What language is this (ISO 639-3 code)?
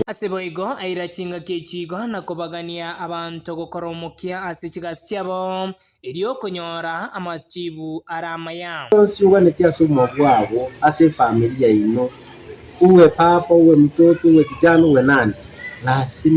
guz